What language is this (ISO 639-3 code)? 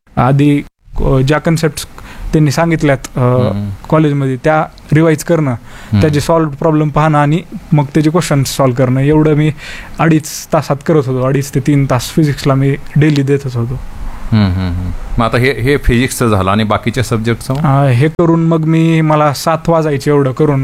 mar